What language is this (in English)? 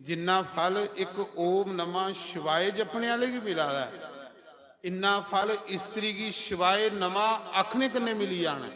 Dogri